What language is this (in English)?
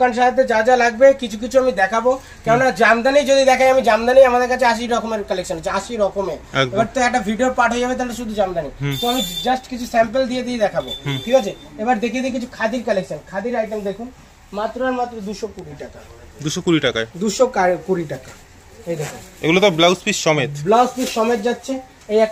Bangla